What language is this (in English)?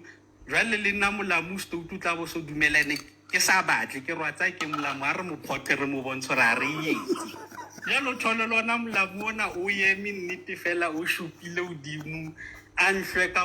Southern Sotho